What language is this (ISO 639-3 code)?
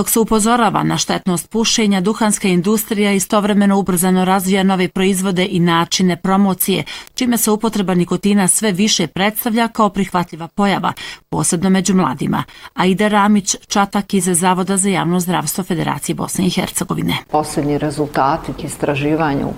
bos